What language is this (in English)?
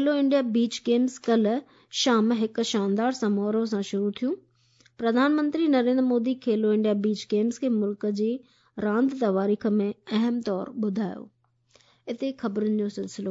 Sindhi